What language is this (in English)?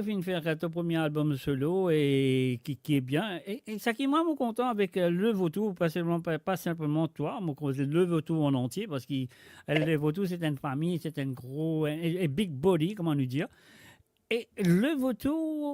Morisyen